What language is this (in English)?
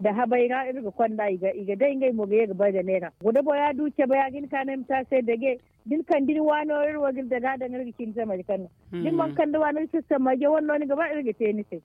Zarma